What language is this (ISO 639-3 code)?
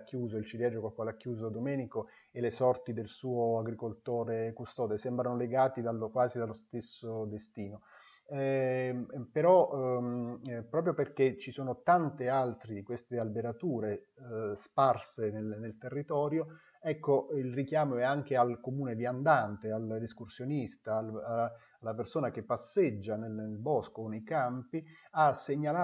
ita